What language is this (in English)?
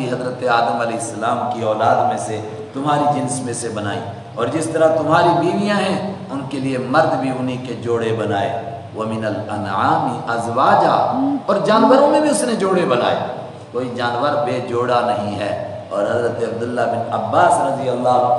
Urdu